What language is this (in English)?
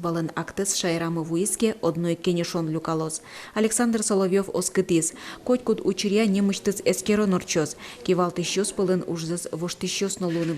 Udmurt